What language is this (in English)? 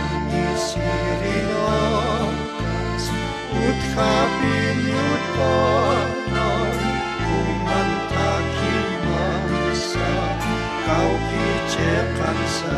Aymara